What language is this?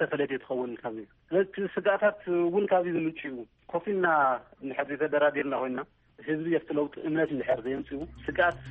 Tigrinya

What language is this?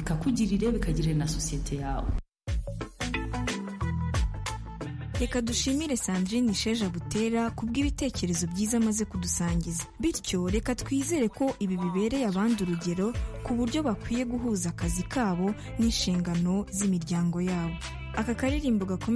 Kinyarwanda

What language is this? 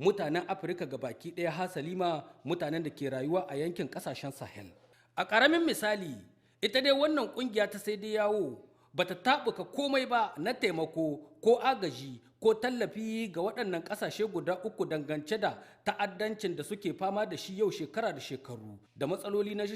Hausa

